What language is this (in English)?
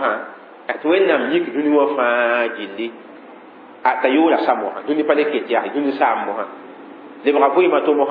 Mossi